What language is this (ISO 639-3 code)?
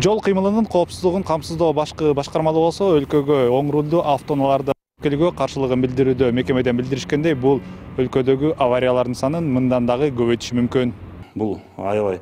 kir